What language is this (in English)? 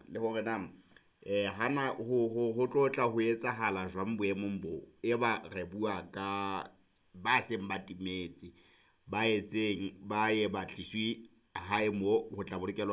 Southern Sotho